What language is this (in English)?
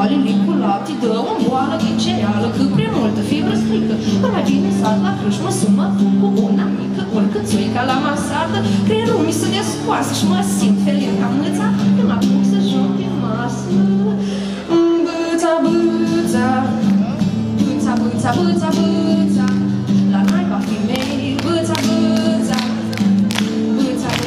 Romanian